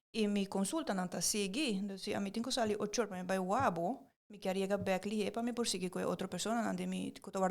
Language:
Papiamento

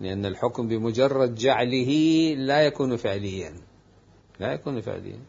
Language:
Mesopotamian Arabic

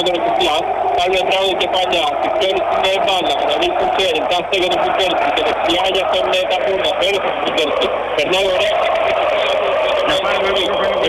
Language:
Greek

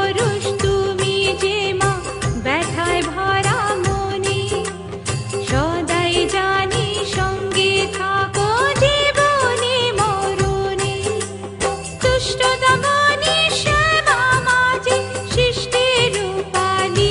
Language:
Bangla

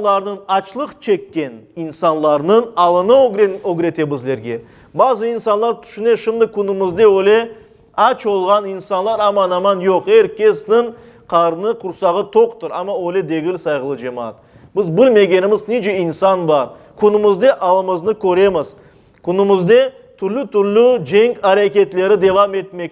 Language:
Crimean Tatar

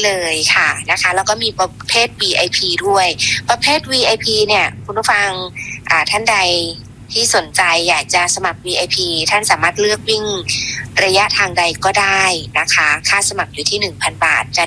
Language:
Thai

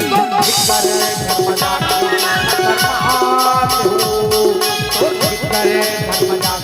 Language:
Chhattisgarhi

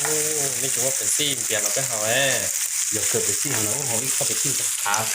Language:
Hmong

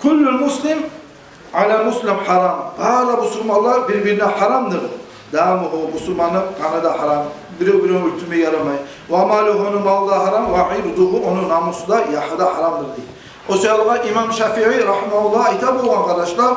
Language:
Kumyk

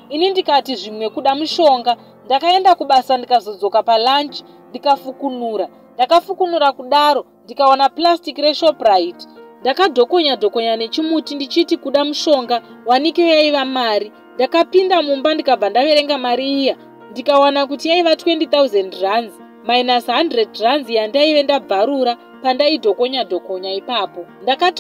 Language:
Shona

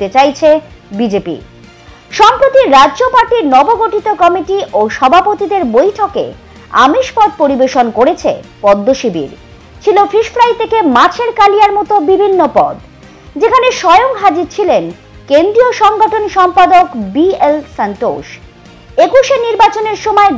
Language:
Bangla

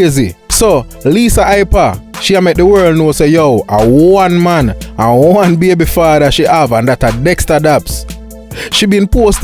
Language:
Jamaican Creole English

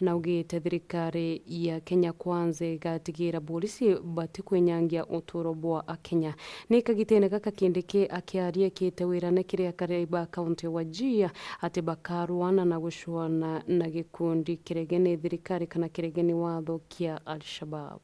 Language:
Meru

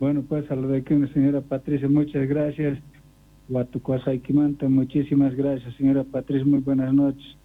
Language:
South Bolivian Quechua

